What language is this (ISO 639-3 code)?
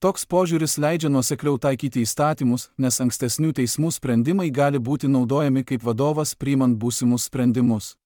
lit